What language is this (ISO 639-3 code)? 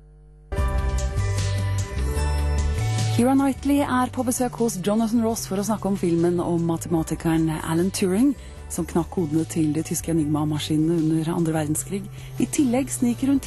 nor